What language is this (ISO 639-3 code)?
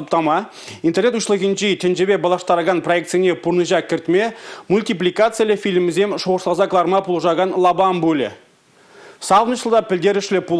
chv